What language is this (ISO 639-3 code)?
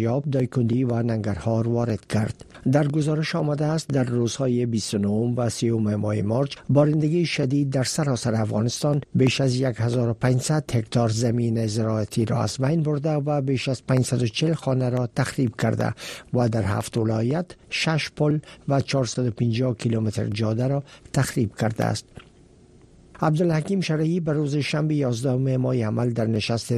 fas